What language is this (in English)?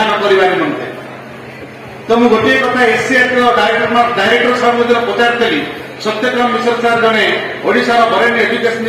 Odia